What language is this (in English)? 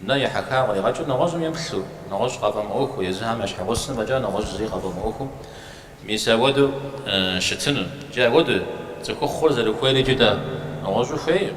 Kabardian